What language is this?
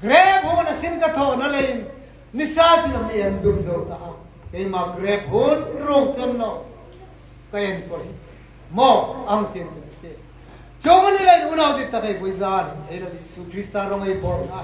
Hmar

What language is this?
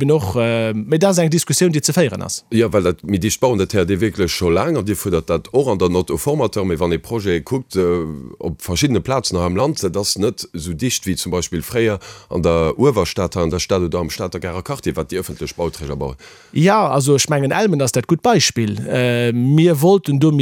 Luxembourgish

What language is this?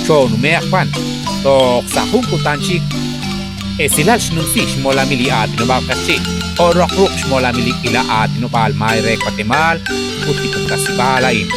Kekchí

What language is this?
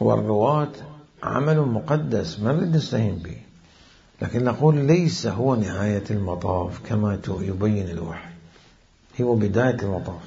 Mesopotamian Arabic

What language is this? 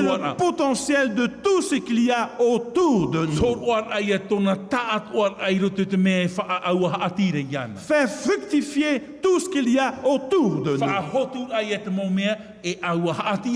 Tahitian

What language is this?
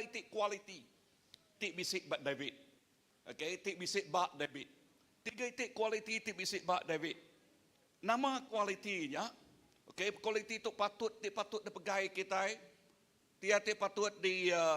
Iban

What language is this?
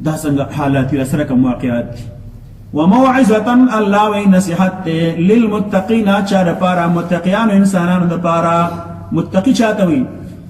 Pashto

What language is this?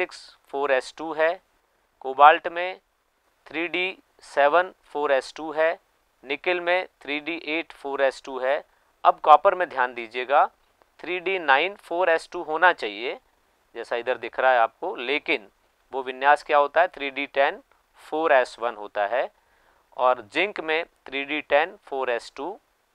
Hindi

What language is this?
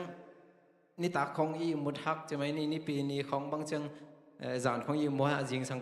Tedim Chin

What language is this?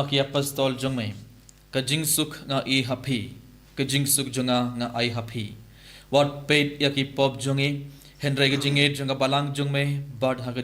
Khasi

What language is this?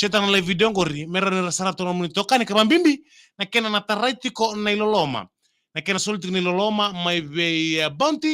Fijian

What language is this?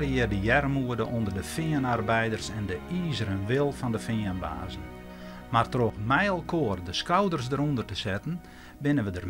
Western Frisian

